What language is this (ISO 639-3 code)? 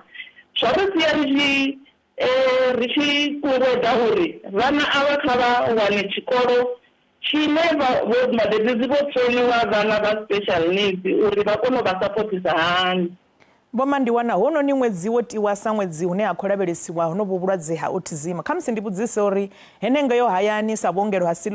ven